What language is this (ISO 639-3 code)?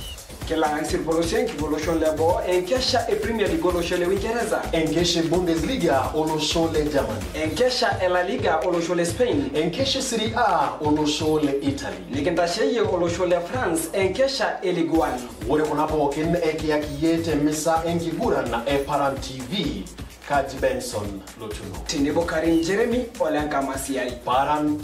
mas